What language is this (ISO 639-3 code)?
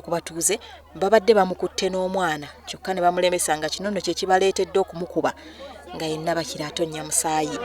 lug